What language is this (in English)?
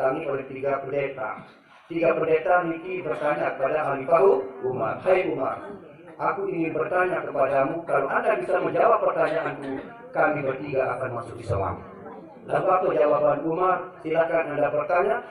Sasak